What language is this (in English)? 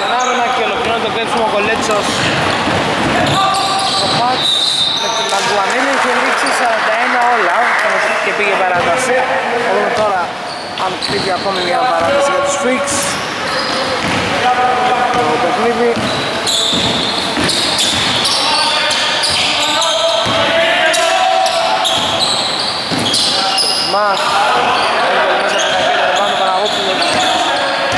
Greek